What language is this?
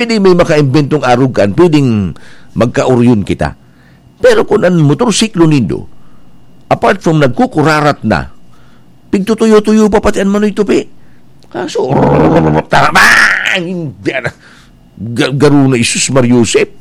Bikol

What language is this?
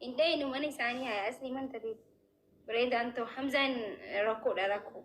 Oromo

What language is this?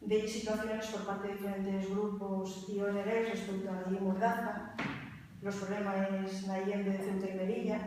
Asturian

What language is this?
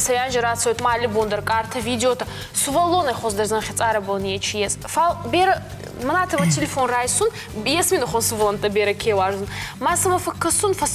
Ossetic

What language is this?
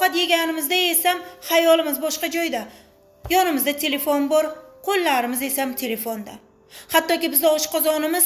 Uzbek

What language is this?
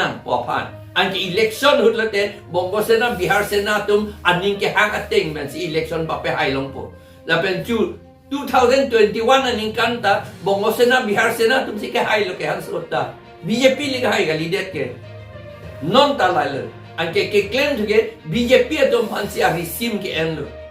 Karbi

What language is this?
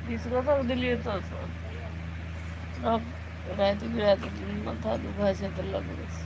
Maithili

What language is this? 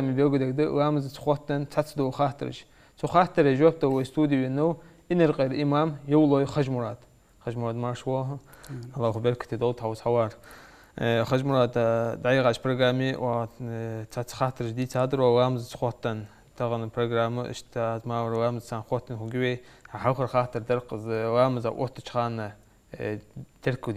Ingush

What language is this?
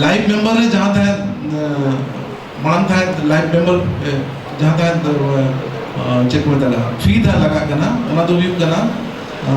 Santali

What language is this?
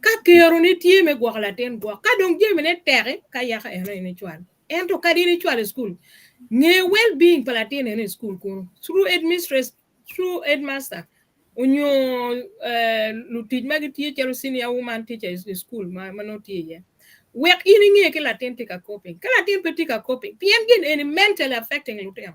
Acoli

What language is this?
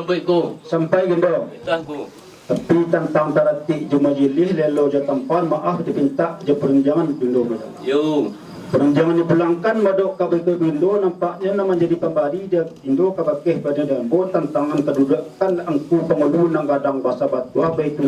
Minangkabau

